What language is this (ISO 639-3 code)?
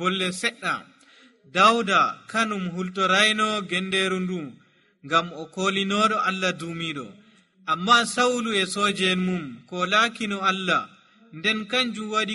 fuv